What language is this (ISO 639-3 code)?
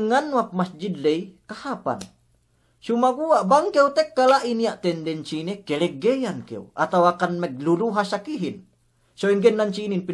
yka